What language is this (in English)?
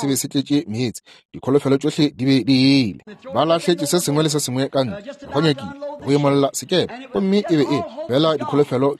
Northern Sotho